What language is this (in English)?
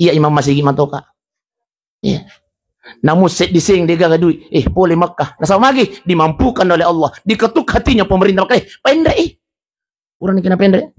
Buginese